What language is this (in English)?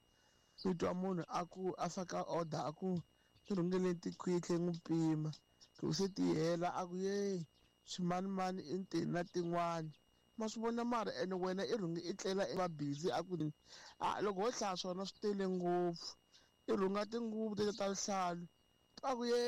Tsonga